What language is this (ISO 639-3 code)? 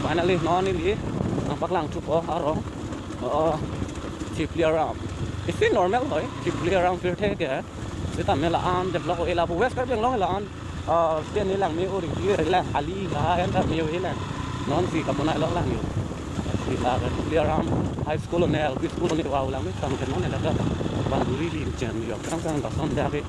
mjw